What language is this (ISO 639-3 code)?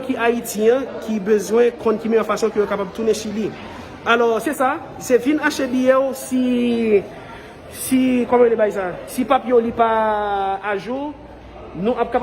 hat